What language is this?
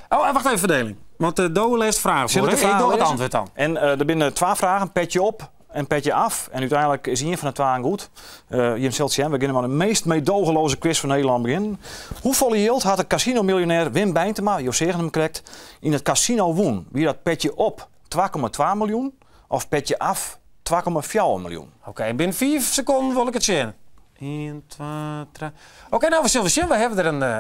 Western Frisian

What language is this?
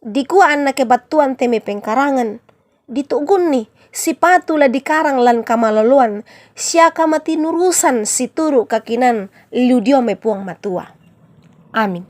Toraja-Sa'dan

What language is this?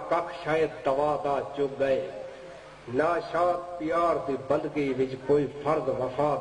Saraiki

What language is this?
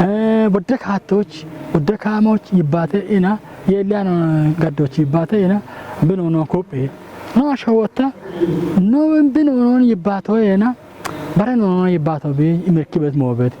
Kafa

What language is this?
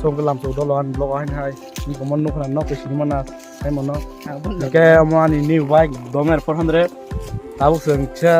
Kok Borok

